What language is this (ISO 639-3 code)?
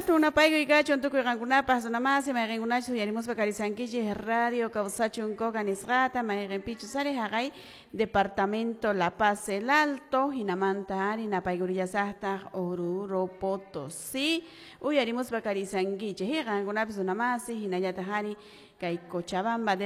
que